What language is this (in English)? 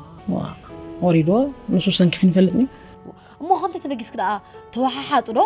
Tigrinya